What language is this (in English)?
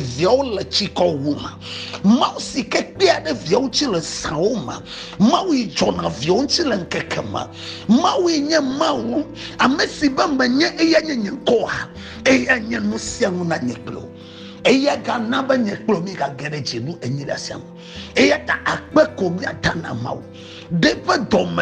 Ewe